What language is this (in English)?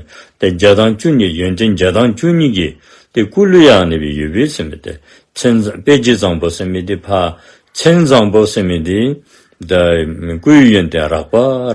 Dzongkha